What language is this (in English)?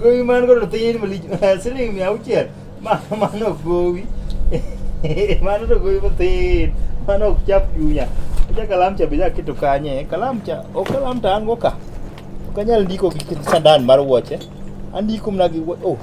Luo (Kenya and Tanzania)